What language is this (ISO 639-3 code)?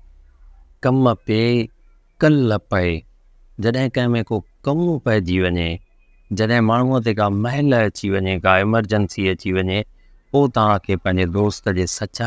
snd